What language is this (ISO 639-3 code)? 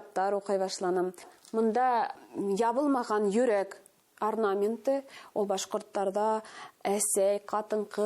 bak